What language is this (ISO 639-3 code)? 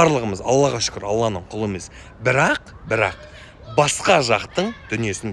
kaz